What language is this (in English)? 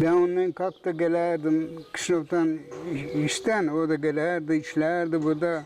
Gagauz